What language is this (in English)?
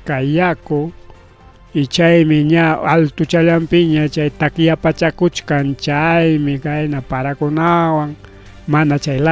Ayacucho Quechua